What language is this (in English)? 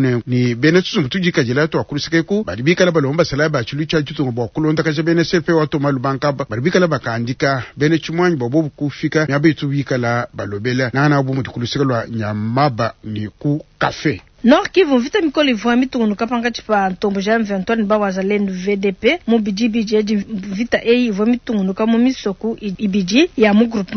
Luba-Lulua